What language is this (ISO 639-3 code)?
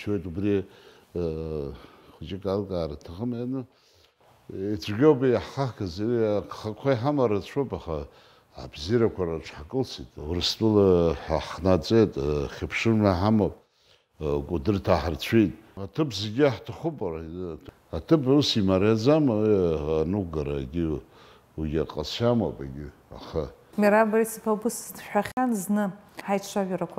abk